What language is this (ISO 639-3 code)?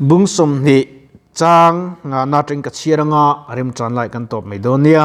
lus